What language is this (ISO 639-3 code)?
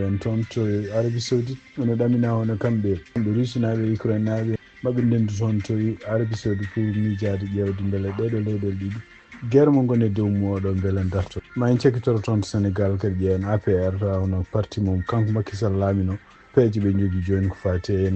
ful